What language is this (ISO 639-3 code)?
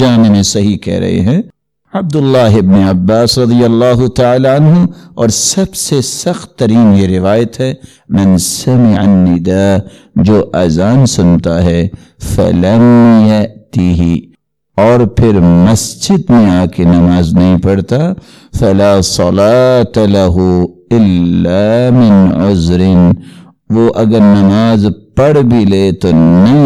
urd